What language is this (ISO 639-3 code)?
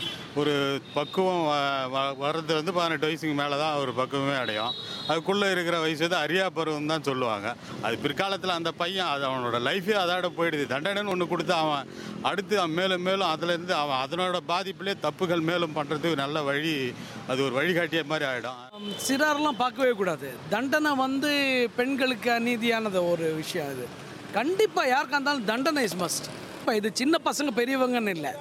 tam